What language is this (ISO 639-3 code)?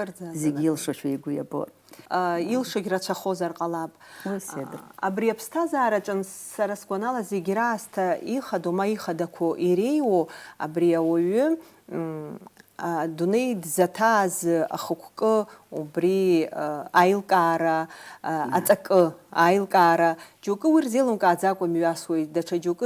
abk